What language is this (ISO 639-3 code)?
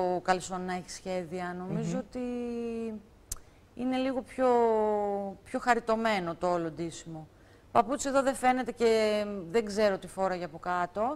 ell